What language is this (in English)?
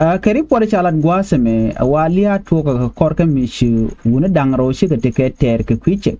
Nuer